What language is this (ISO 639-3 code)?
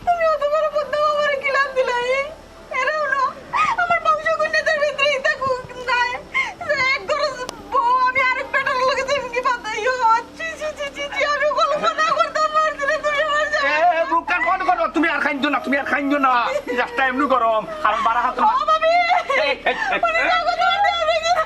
syl